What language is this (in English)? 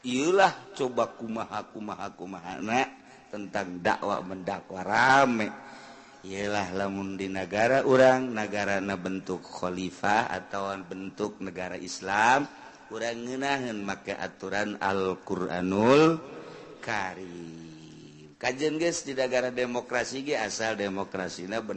Sundanese